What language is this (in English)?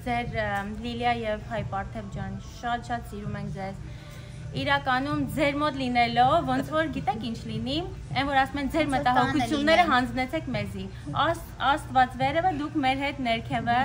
Western Armenian